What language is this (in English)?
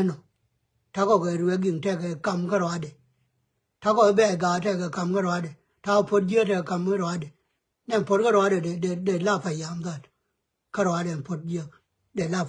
Nuer